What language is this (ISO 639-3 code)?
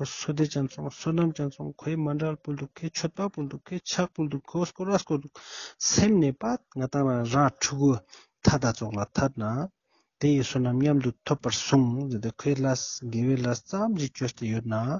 lbj